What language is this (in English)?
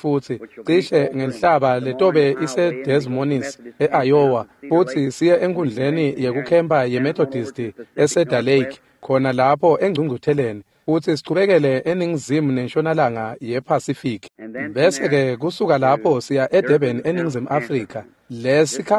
Swati